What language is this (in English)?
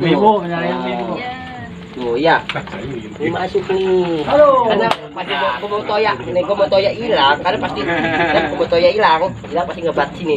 Betawi